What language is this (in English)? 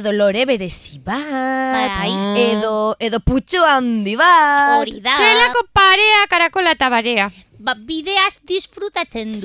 Basque